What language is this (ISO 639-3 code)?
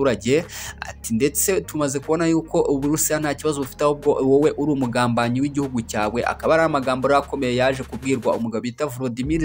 kin